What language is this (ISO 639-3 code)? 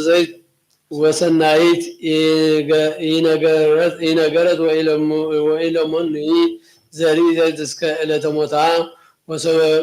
gez